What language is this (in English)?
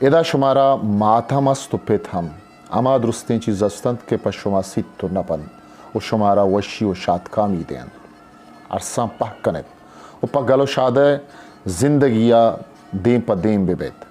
Eastern Balochi